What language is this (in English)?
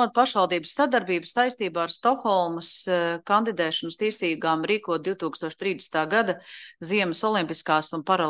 Latvian